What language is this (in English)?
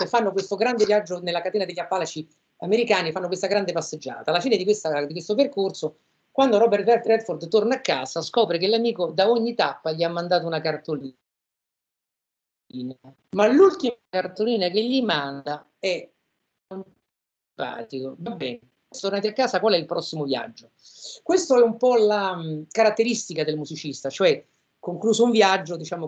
Italian